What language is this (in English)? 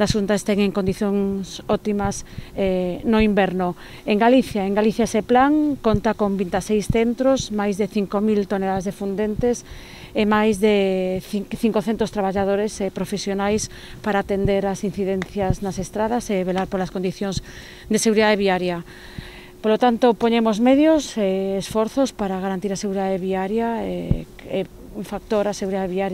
Galician